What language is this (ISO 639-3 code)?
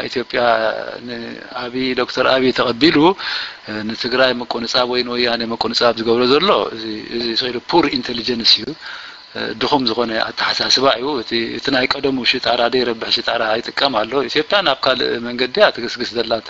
tir